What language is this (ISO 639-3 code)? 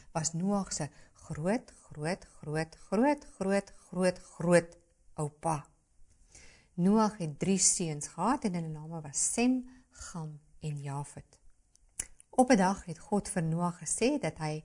afr